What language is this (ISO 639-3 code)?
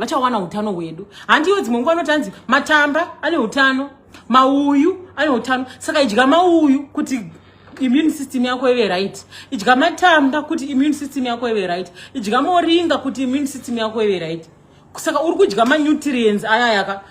sna